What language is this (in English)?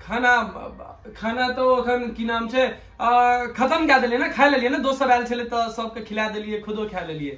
Maithili